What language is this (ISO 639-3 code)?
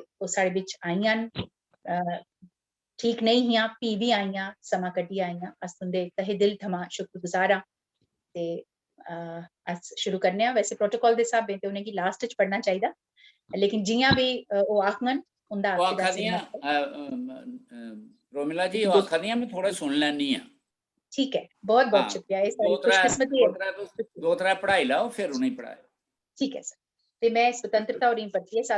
doi